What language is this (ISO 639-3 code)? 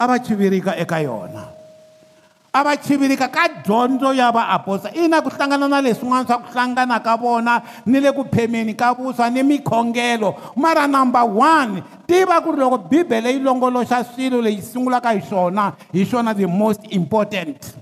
tso